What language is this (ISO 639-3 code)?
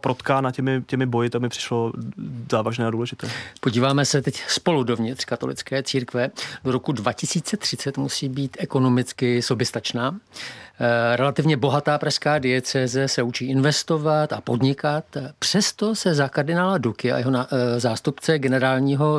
ces